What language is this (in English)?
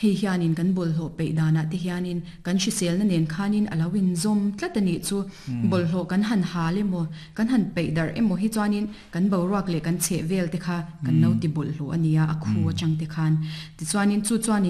Mizo